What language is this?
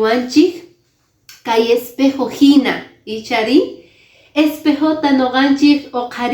Quechua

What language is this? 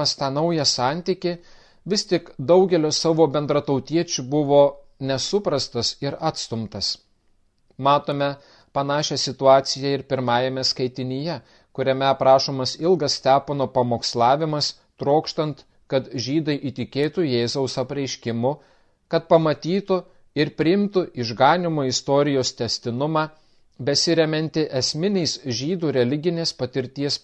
Lithuanian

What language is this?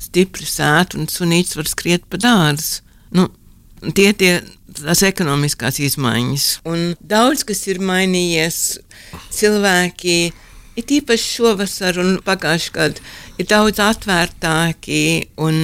Latvian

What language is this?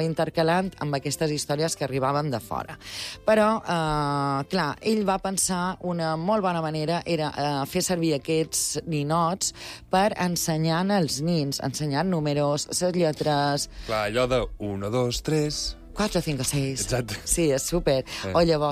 Catalan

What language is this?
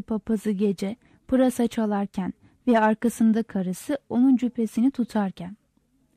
Turkish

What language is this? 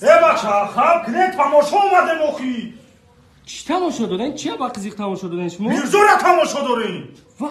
Tajik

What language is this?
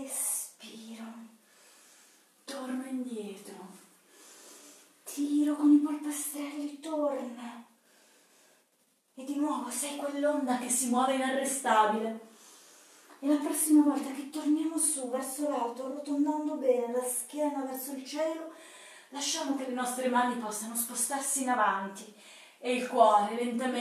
Italian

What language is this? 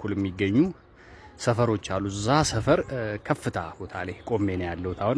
Amharic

